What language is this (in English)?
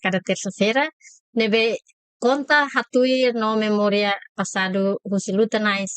Tetum